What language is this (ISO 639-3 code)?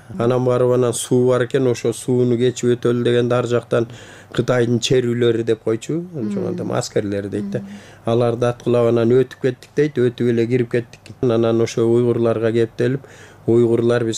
kir